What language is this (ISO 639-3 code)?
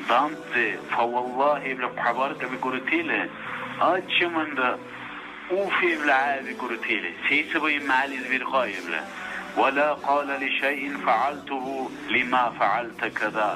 dar